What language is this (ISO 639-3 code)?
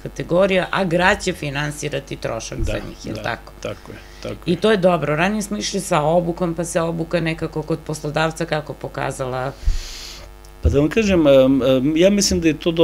srp